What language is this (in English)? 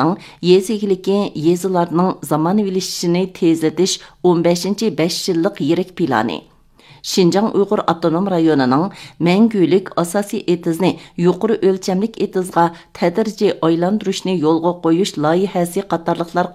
Uyghur